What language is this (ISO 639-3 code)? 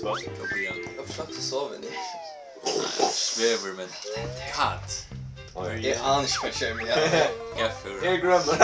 fao